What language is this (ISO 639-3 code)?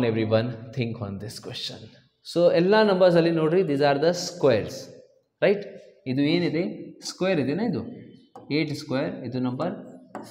kan